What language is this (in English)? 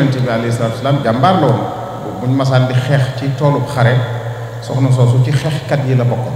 Wolof